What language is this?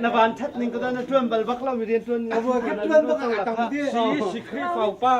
Hakha Chin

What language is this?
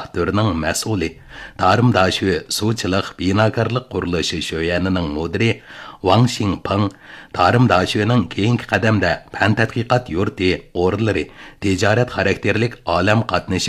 Uyghur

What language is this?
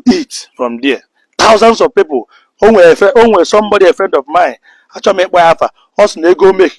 Igbo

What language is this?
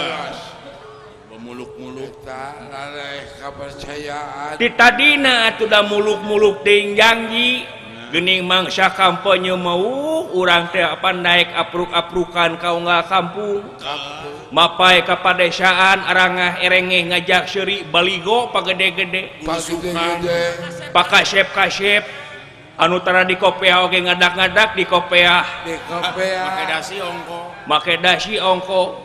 Sundanese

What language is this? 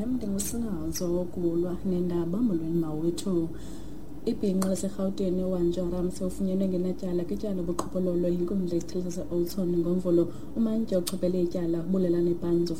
Xhosa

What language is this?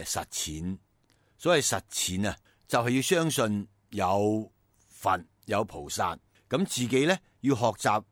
Cantonese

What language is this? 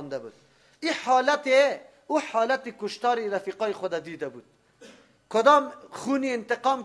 Persian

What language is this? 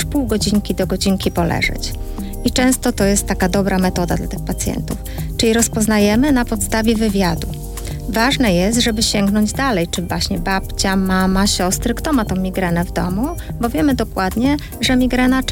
Polish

